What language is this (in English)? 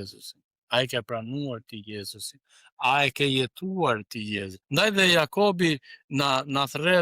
Albanian